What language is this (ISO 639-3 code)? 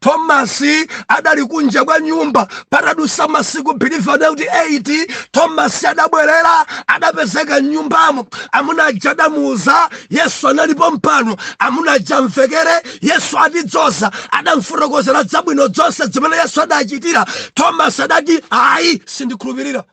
nya